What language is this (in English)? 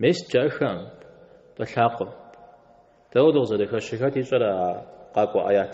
Kabardian